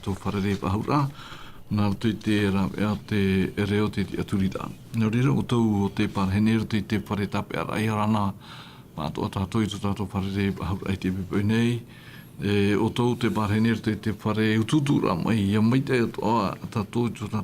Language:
Tahitian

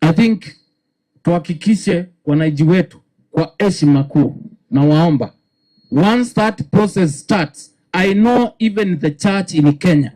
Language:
Gusii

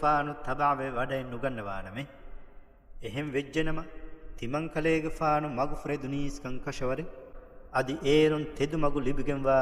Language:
Divehi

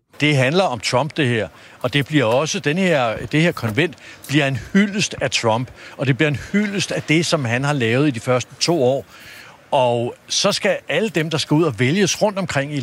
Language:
Danish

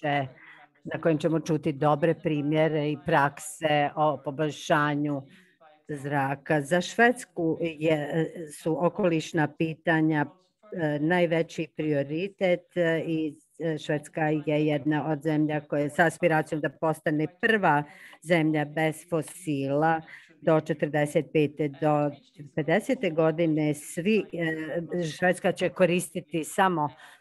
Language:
Croatian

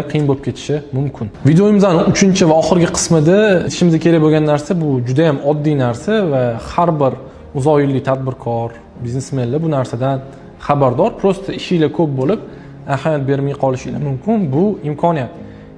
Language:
Uzbek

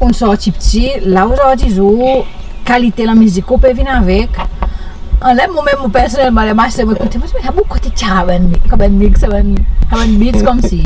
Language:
Seselwa Creole French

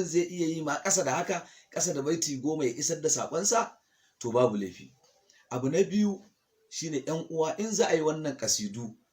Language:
Hausa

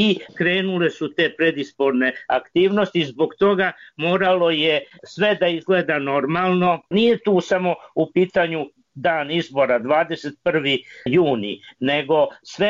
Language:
Serbian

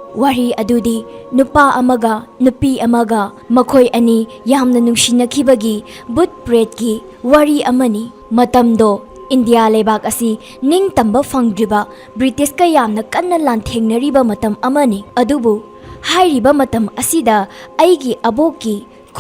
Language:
Manipuri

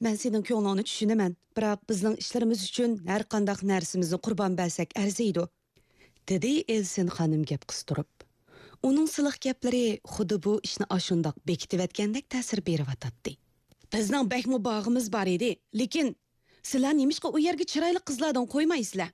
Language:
Uyghur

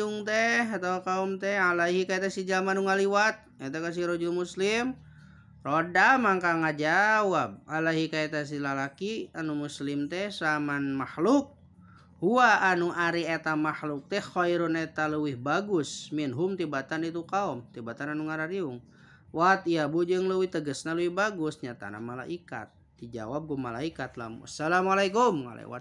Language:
Sundanese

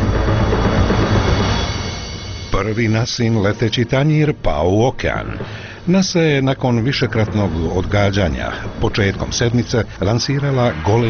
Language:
Bosnian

